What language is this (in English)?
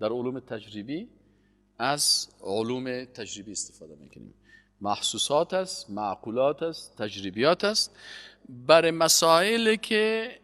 Persian